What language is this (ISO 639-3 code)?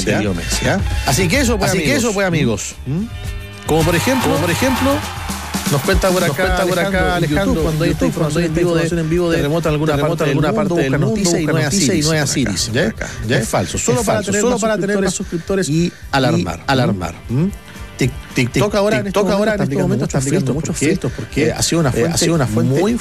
spa